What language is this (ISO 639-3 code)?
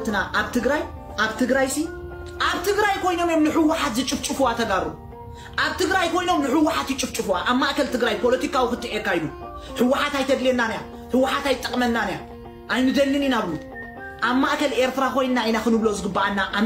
tir